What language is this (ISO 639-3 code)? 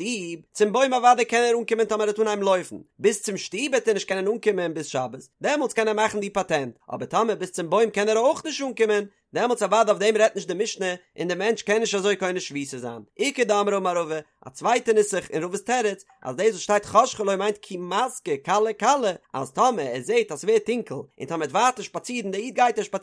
yid